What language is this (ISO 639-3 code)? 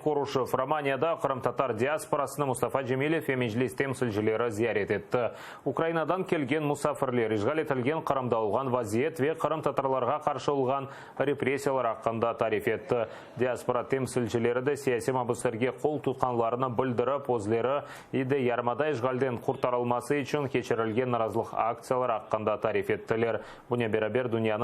crh